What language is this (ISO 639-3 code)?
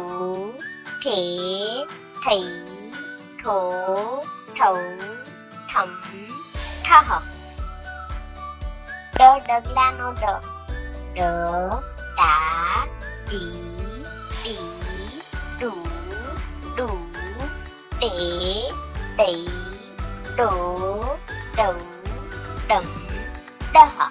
guj